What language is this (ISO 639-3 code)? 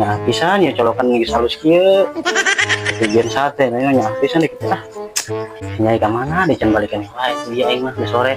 sun